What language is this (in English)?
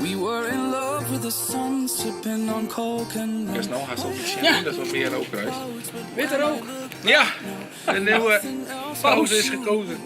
Western Frisian